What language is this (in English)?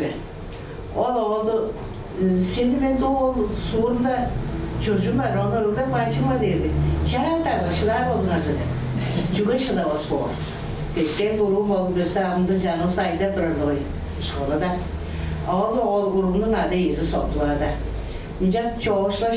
Tuvinian